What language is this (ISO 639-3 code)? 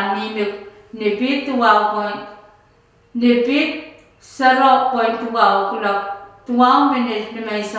pon